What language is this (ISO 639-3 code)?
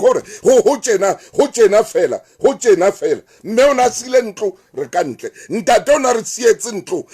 sot